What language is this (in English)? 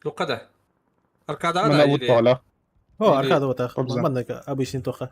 Yakut